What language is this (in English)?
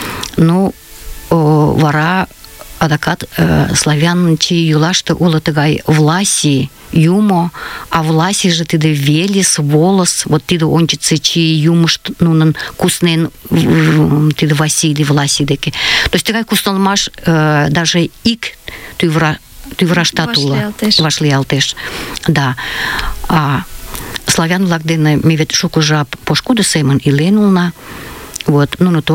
Mari